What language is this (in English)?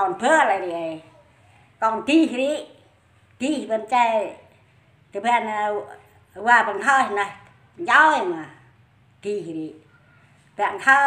Central Mnong